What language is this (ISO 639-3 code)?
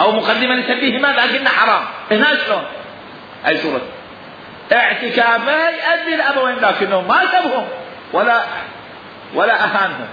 acm